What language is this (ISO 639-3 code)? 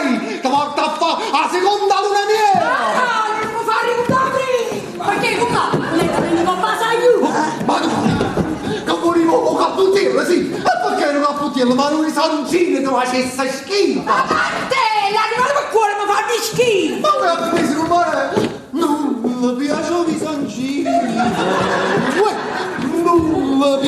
nap